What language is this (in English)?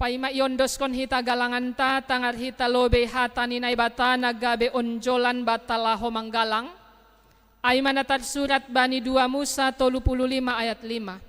Batak Simalungun